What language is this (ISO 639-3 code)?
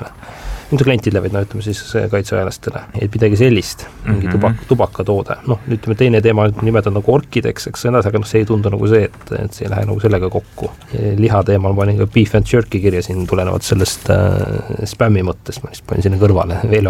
est